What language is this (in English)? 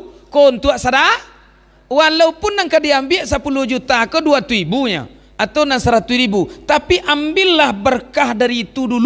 Minangkabau